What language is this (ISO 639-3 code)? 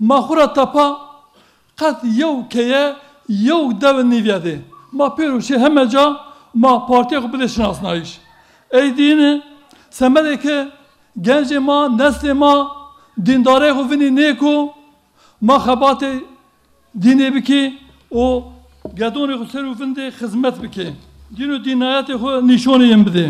zza